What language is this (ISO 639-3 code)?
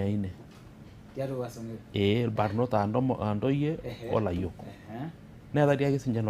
mas